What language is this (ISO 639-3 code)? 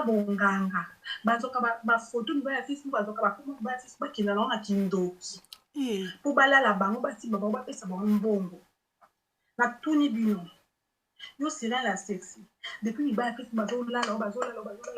lin